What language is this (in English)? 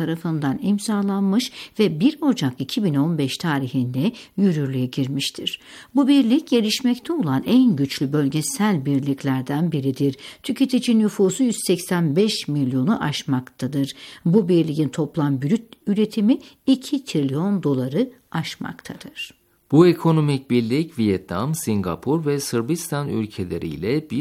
Turkish